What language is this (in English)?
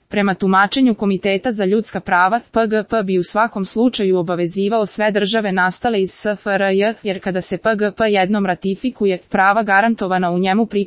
Serbian